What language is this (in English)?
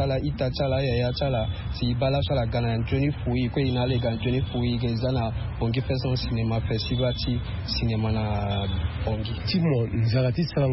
Sango